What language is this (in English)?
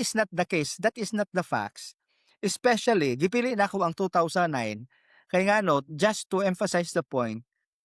Cebuano